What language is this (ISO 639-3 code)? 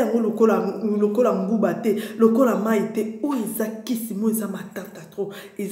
lin